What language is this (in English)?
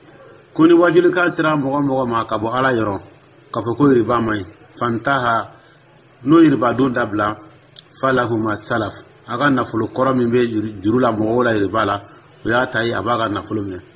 Dyula